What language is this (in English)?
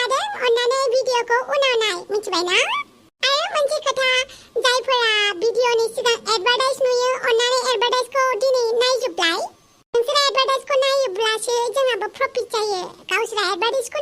Bodo